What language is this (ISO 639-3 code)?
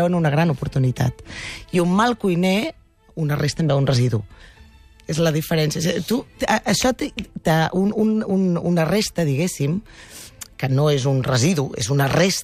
cat